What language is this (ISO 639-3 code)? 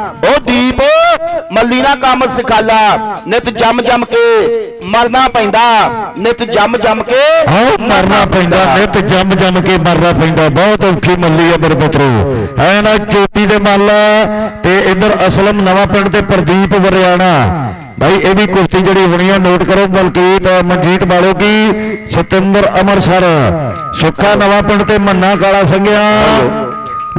pan